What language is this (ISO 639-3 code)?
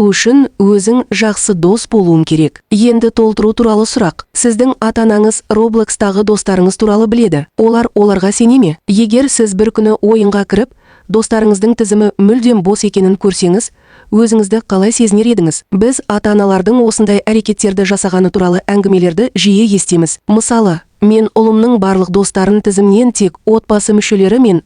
kaz